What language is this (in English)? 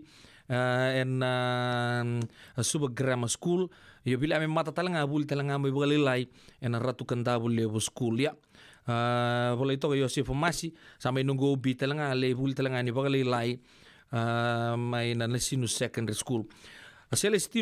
Fijian